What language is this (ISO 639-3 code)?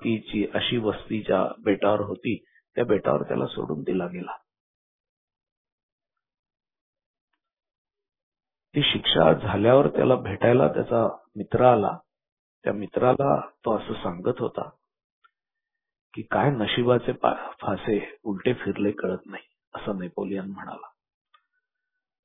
mar